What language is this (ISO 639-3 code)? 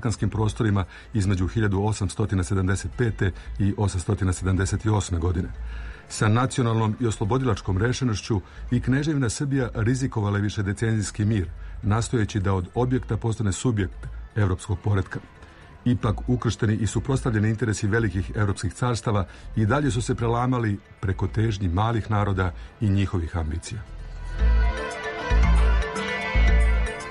srp